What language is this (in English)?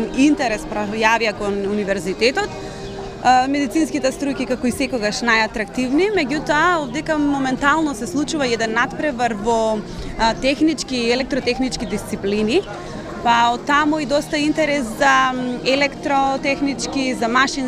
Macedonian